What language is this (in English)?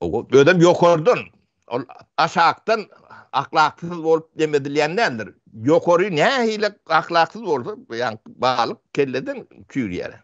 Turkmen